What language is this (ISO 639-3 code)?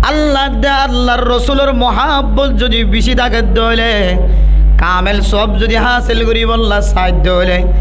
rhg